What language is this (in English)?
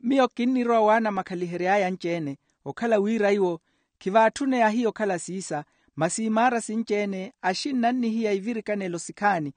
Makhuwa